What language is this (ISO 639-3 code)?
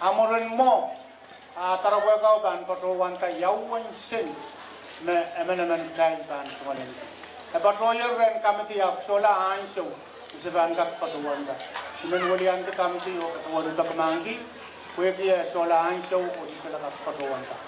pon